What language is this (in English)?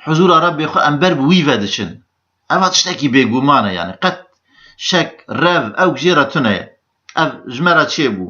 Kurdish